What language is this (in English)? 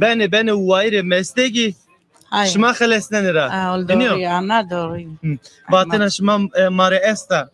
Zaza